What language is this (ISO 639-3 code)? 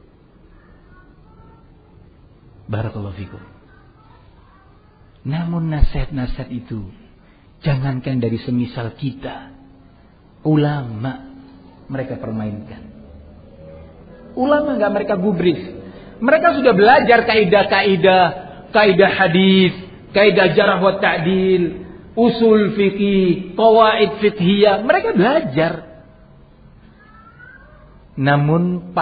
ind